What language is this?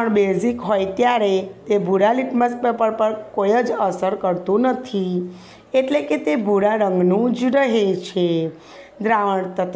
Gujarati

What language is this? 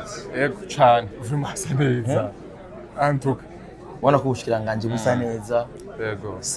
Rundi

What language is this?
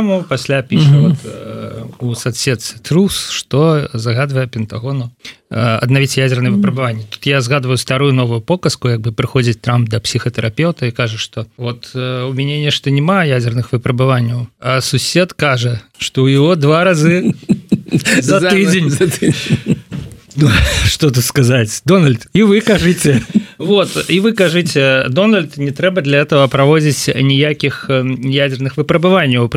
Belarusian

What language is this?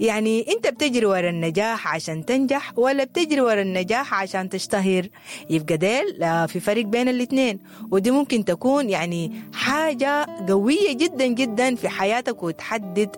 Sudanese Arabic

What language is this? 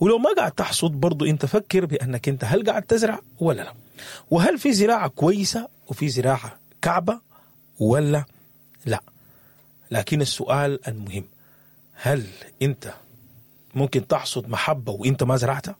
Sudanese Arabic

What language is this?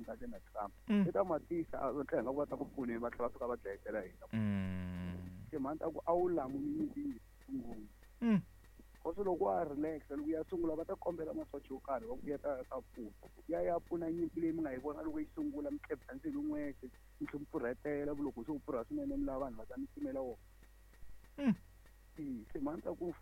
Tsonga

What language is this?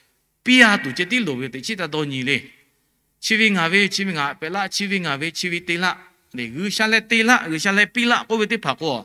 Lahu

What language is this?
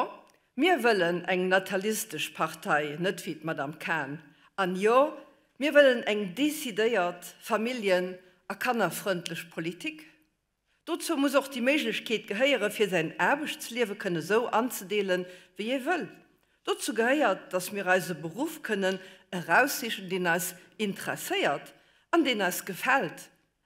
Luxembourgish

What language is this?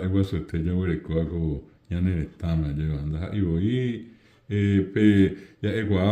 Guarani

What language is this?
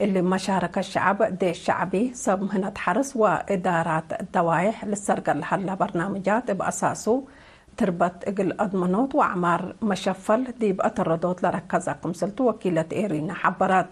Tigre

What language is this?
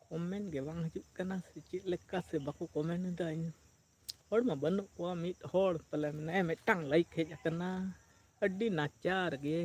Santali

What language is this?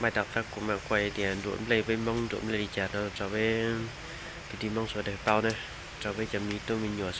Hmong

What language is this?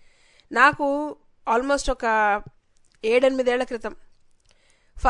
Telugu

